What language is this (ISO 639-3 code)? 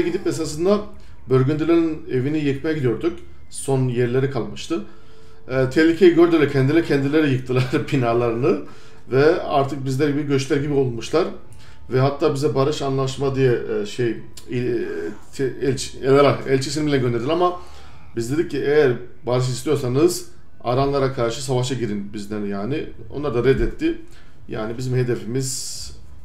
tur